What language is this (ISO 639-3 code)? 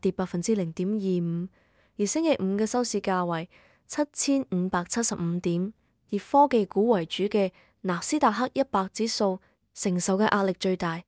yue